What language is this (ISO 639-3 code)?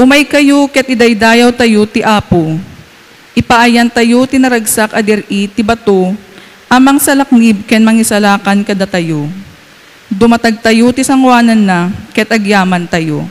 ilo